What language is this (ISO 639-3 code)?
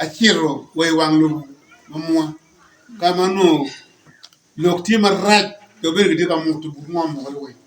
ach